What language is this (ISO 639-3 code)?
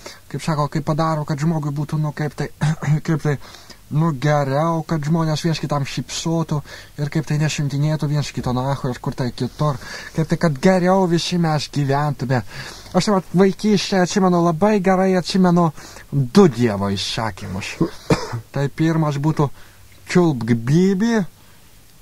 lit